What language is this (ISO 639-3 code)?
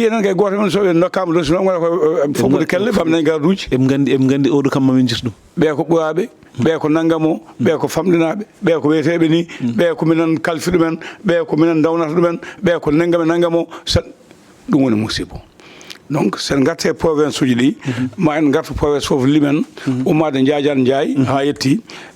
ful